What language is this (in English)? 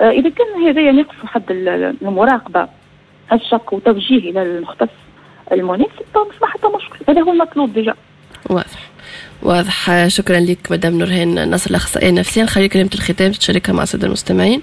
Tunisian Arabic